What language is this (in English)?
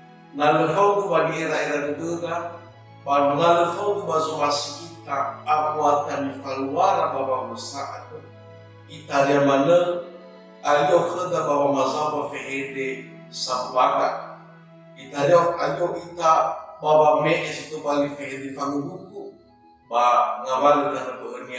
Nias